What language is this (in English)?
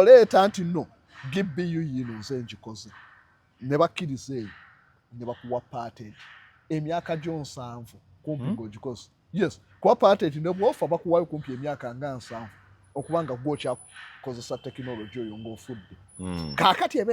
Ganda